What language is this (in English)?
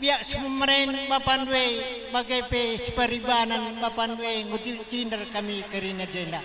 Batak Karo